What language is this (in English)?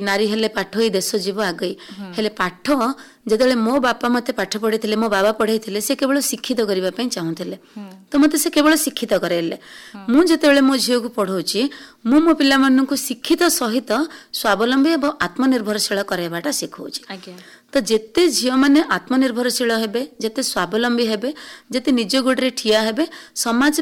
Odia